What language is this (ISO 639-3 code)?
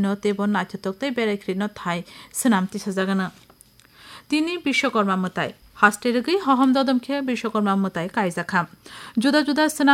ben